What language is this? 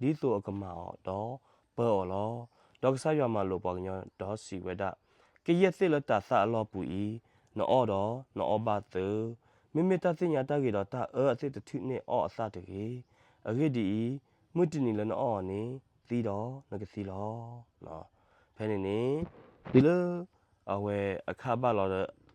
S'gaw Karen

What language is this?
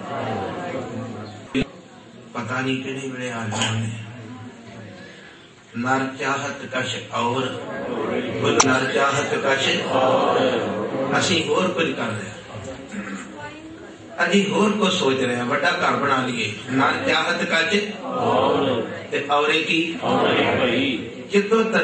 Punjabi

